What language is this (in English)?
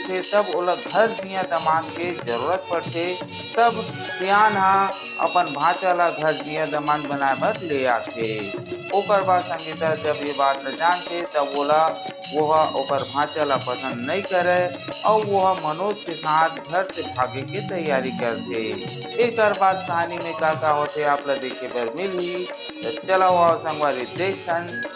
Chhattisgarhi